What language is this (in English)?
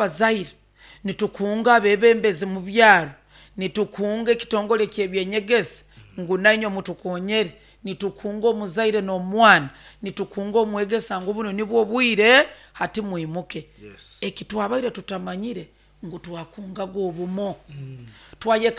Nyoro